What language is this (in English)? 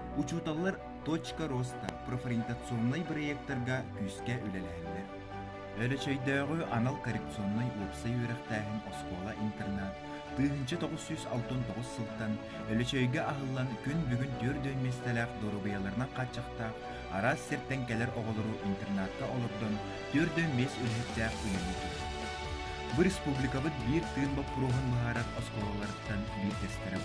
Yakut